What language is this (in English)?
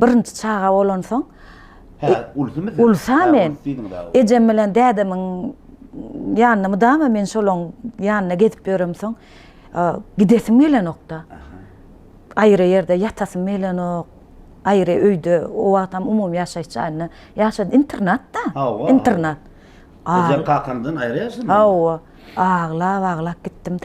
Turkmen